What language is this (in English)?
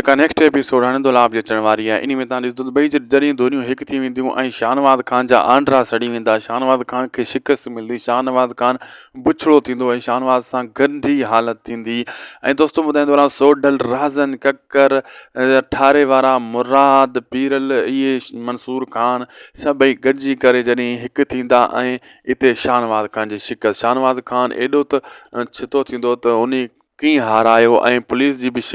Sindhi